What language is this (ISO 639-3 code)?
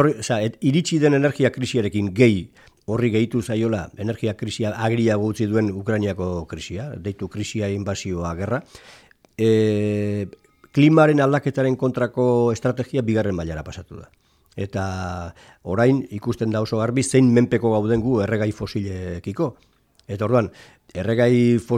eus